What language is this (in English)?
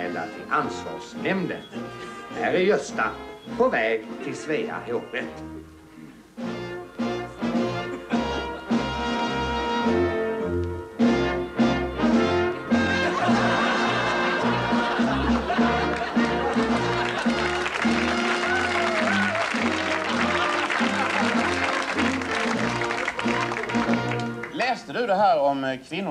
Swedish